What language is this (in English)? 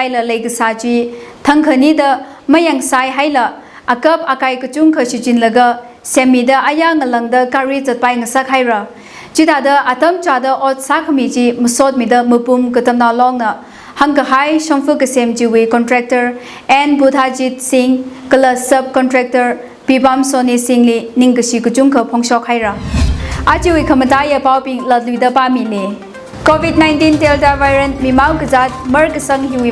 Tangkhul Naga (India)